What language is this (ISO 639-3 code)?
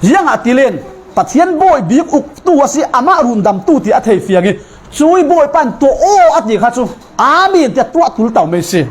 cfm